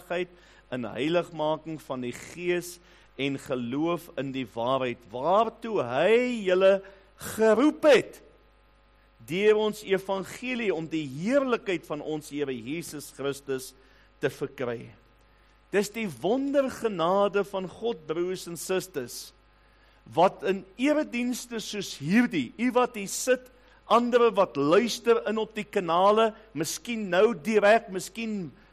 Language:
Afrikaans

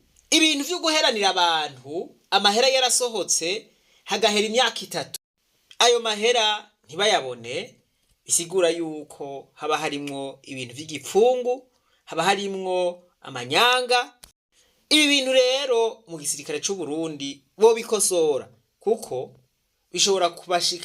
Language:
Rundi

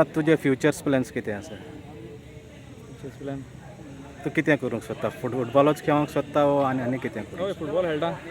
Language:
Konkani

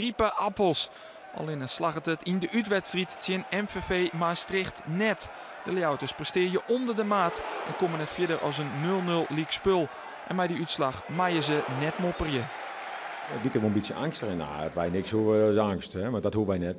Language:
Western Frisian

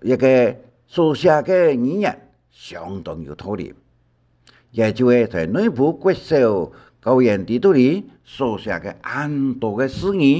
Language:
Hakka Chinese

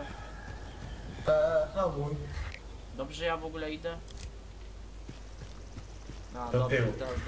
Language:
Polish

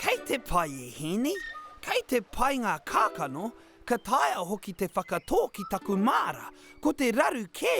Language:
Māori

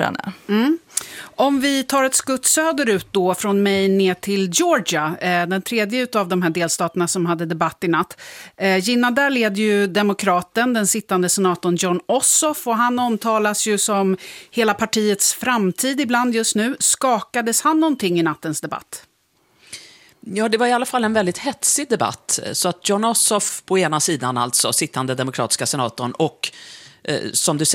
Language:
Swedish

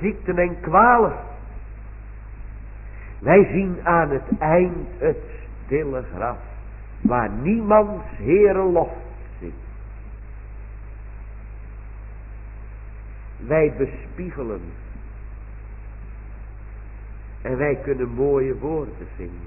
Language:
Dutch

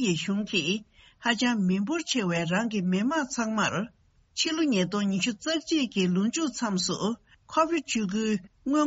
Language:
Tibetan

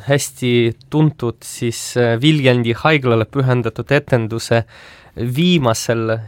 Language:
Estonian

